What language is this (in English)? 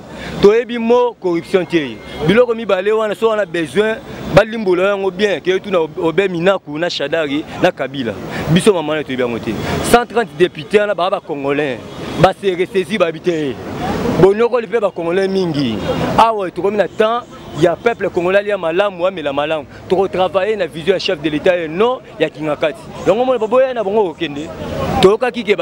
Lingala